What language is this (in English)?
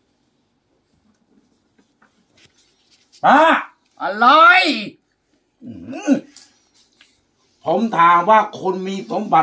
Thai